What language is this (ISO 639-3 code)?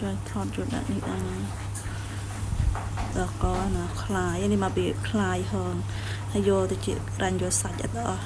khm